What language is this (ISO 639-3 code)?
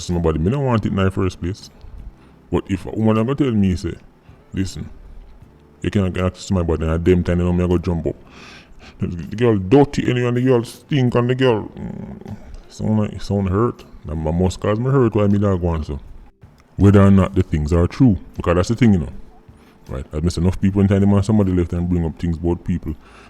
jam